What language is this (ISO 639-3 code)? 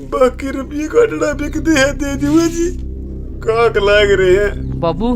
bgc